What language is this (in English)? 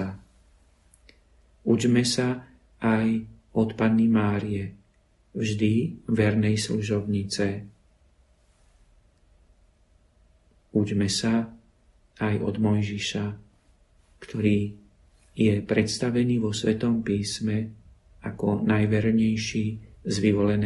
Slovak